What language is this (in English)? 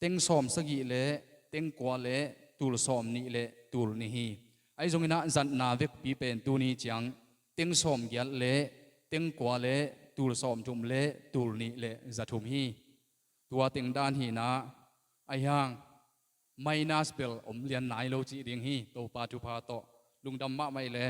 Tedim Chin